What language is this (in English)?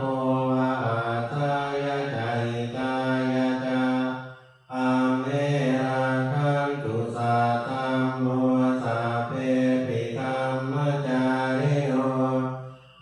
Pali